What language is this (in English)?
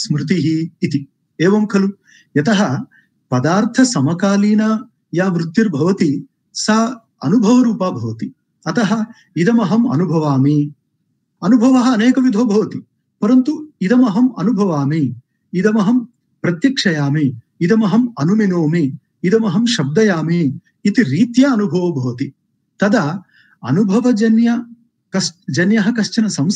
Sanskrit